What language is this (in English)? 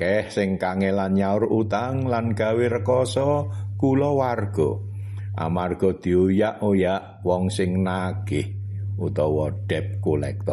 Javanese